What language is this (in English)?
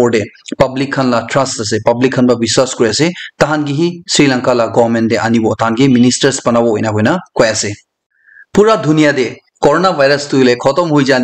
Naga Pidgin